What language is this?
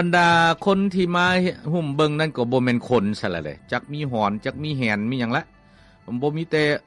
Lao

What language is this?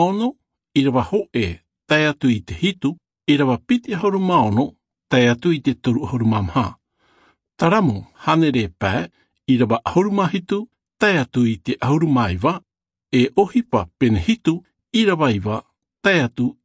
Tahitian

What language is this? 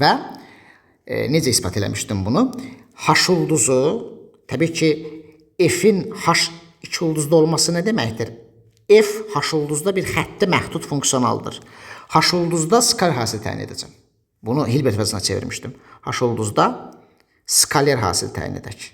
Azerbaijani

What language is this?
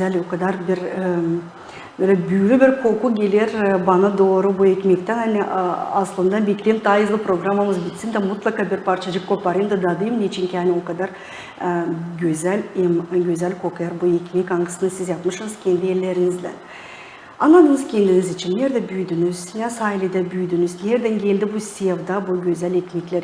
Gagauz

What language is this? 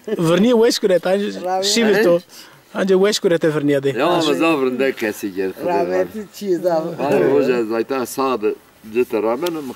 Zaza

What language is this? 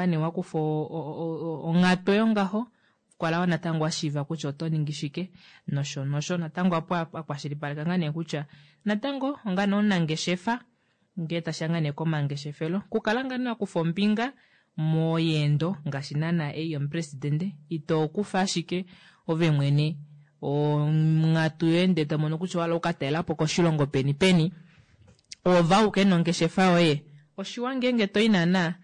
Kuanyama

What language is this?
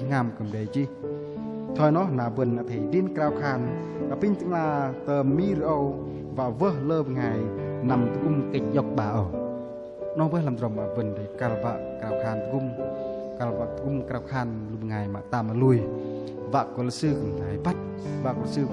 Bahnar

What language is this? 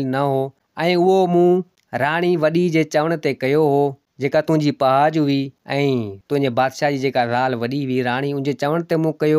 Sindhi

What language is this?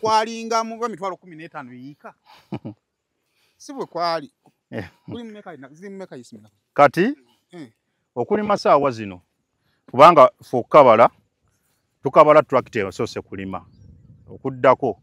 Ganda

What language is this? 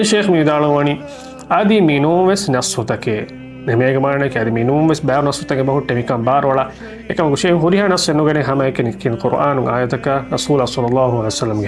Divehi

